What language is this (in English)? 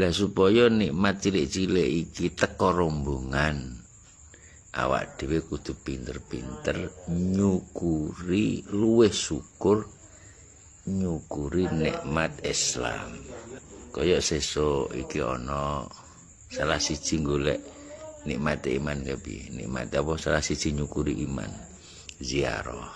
Javanese